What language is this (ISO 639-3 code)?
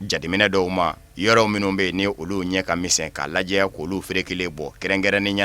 bam